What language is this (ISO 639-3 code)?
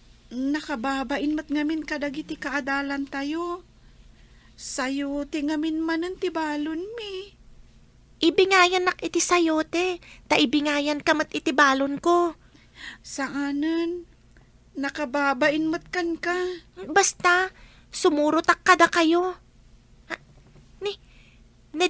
ilo